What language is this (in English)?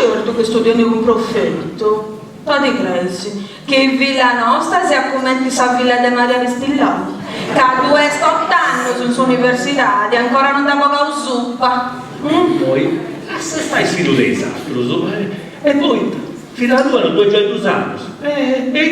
Sardinian